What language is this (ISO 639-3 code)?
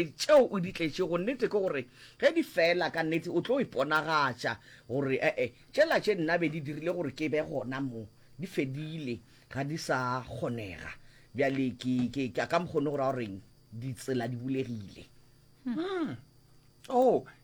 nso